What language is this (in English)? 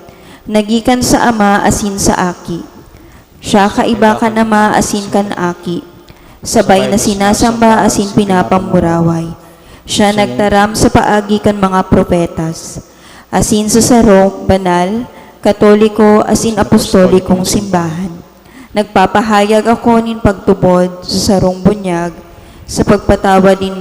Bikol